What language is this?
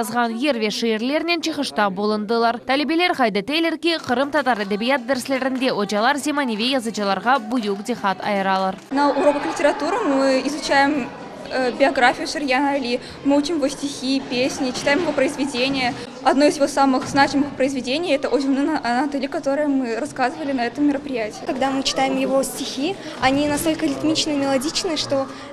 Crimean Tatar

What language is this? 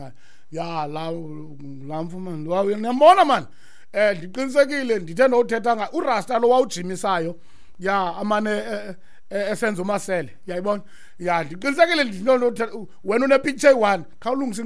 Xhosa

